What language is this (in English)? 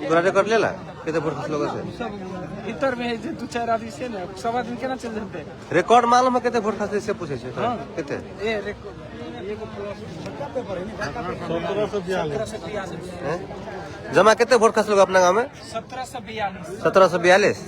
Maithili